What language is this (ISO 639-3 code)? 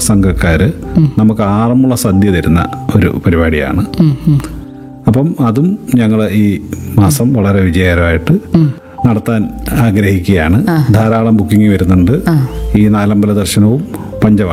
mal